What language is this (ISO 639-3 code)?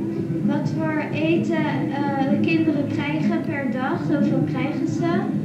nld